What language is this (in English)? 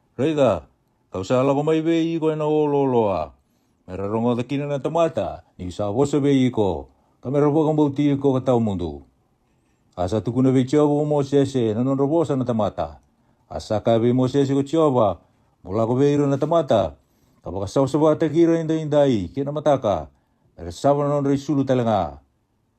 Fijian